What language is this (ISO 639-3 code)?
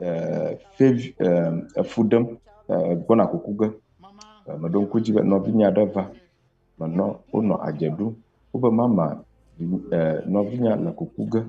ewe